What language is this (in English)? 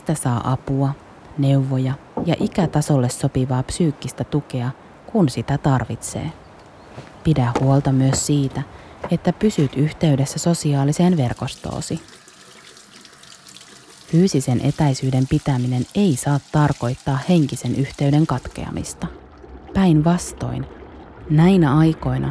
Finnish